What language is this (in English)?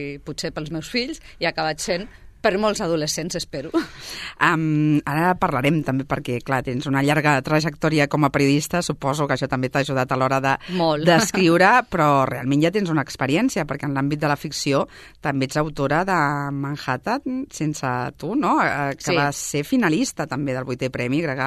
Catalan